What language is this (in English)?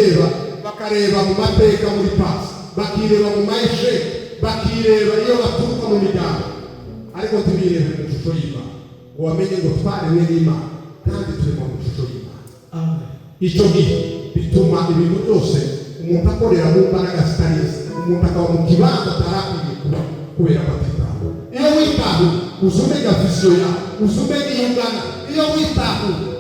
Kinyarwanda